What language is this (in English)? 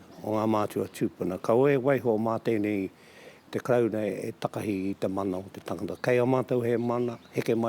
Māori